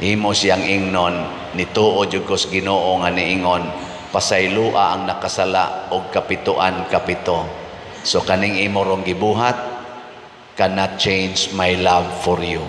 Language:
Cebuano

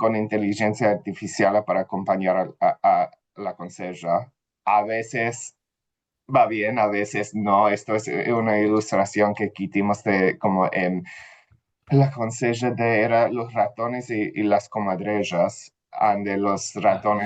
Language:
Ladino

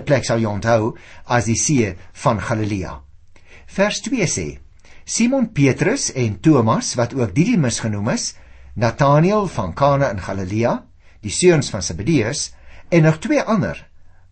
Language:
Afrikaans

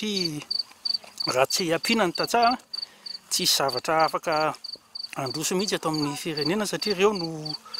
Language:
Malagasy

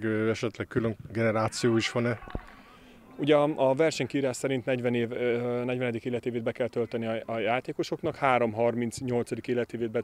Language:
Hungarian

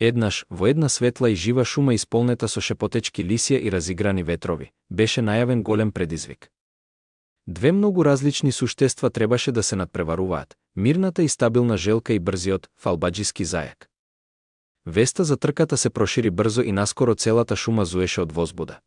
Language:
Macedonian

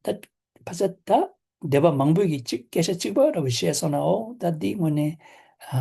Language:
Tibetan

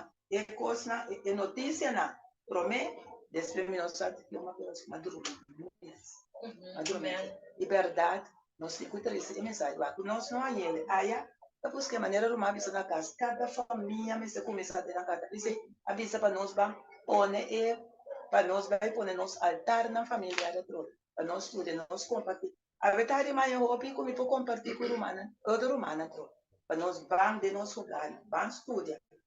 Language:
Papiamento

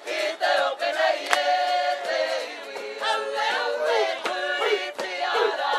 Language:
Māori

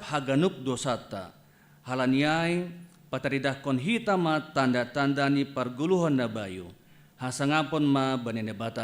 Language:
Batak Simalungun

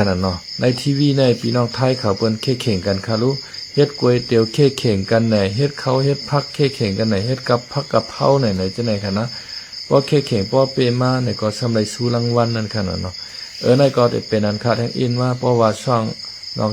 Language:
Shan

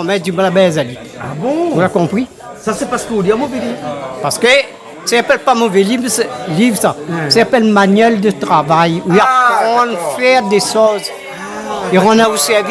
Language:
Réunion Creole French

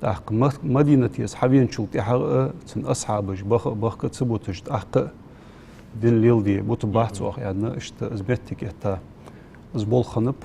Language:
Ingush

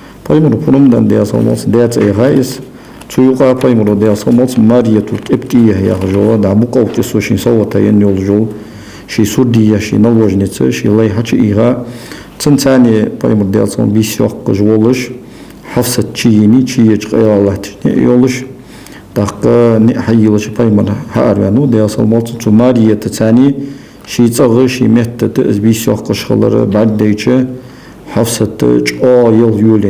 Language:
Ingush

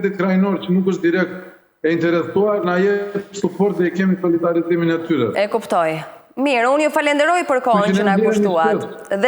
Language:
Albanian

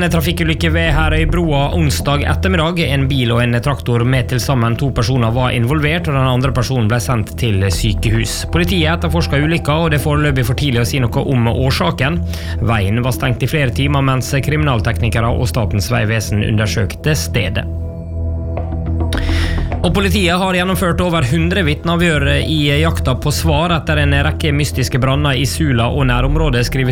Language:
Norwegian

